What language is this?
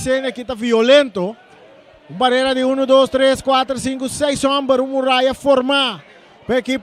Papiamento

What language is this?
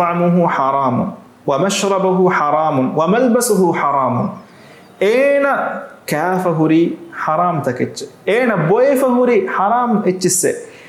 Divehi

